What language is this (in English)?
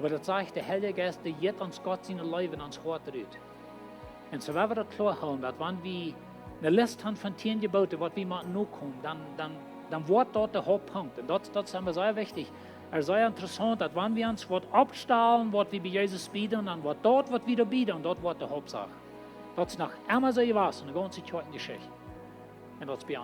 Plautdietsch